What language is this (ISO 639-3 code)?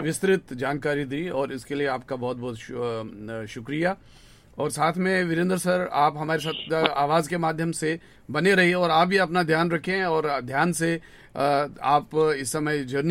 hin